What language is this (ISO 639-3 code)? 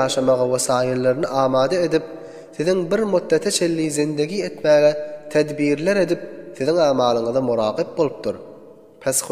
tuk